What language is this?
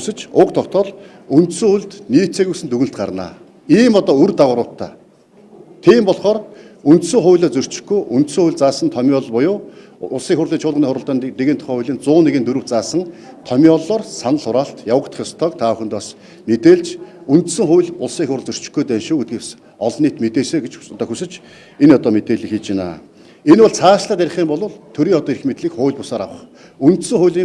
Mongolian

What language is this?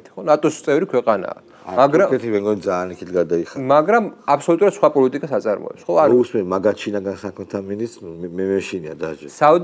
Georgian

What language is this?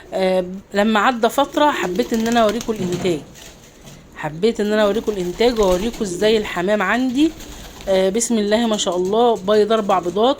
Egyptian Arabic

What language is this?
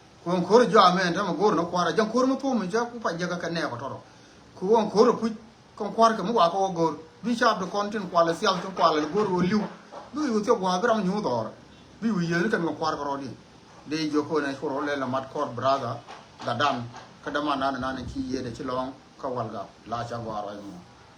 Nuer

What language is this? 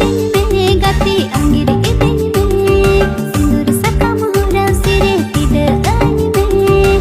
Santali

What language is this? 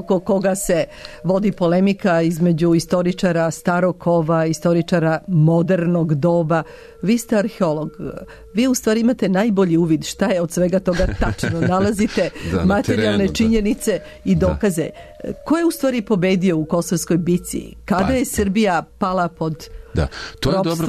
Serbian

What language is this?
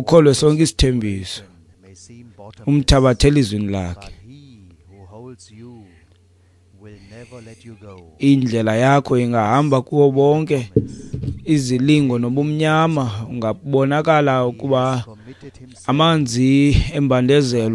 Xhosa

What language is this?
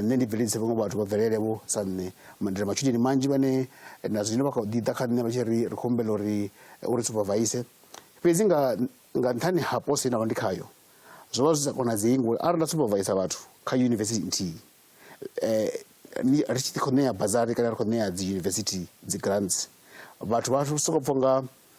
Venda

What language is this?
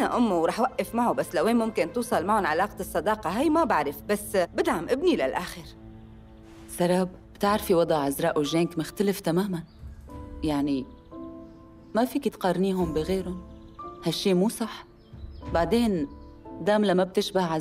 North Levantine Arabic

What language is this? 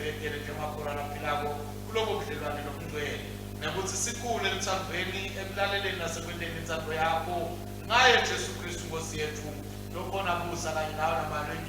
Swati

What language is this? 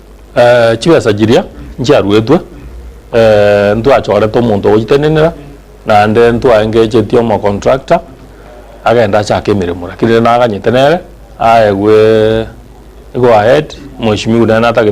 Gusii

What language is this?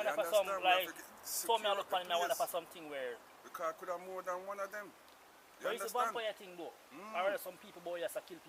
Jamaican Creole English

